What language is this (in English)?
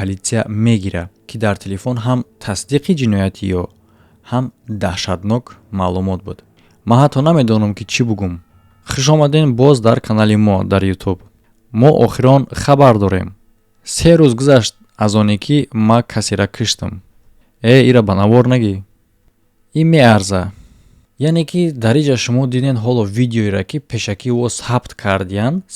Tajik